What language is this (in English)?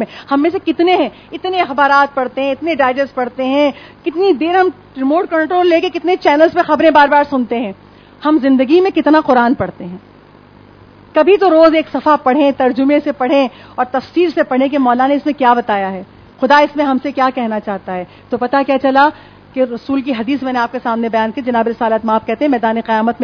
Urdu